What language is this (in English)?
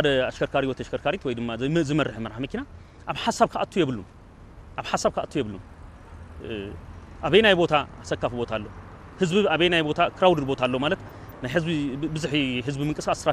Tigrinya